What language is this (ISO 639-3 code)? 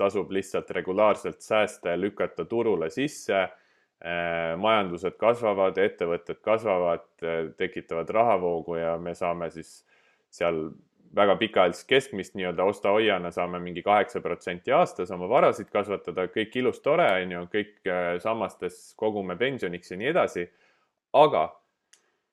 est